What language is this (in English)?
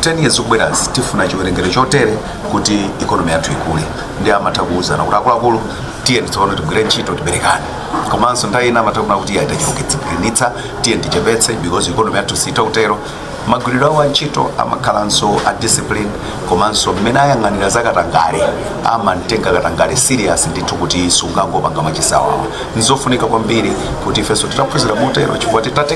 Nyanja